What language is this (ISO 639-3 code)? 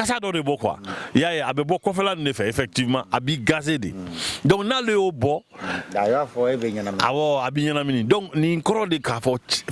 bam